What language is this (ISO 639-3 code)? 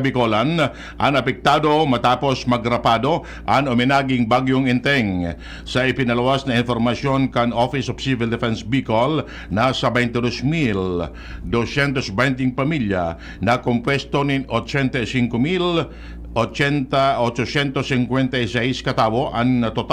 bik